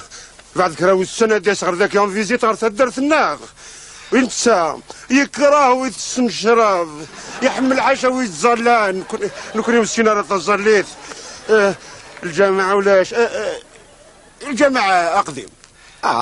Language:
Kabyle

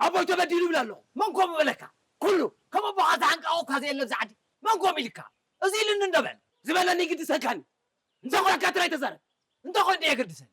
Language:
Tigrinya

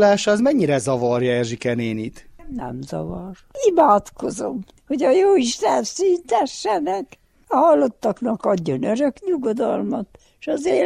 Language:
Hungarian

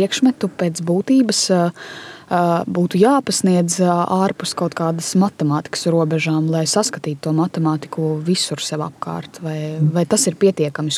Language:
Latvian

